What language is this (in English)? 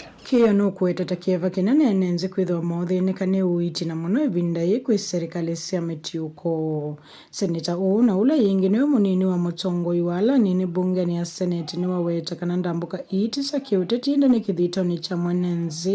Kamba